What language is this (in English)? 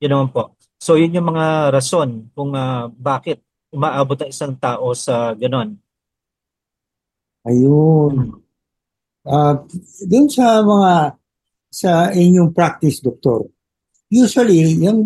Filipino